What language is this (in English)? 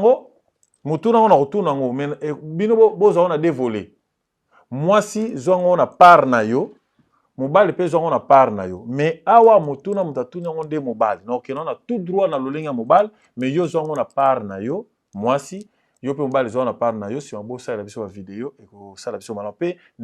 Lingala